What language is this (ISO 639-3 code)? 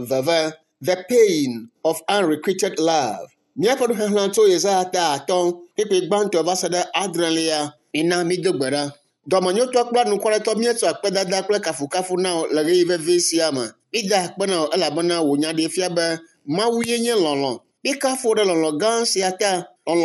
ewe